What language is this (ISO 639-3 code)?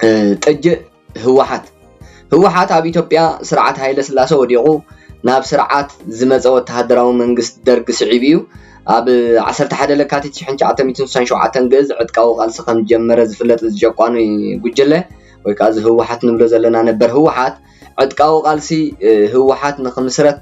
tir